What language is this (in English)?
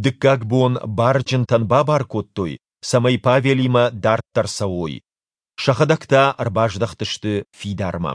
Ossetic